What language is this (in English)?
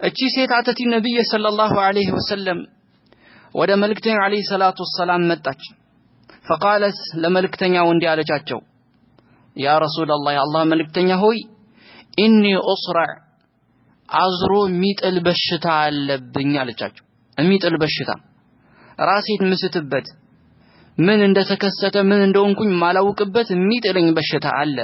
Amharic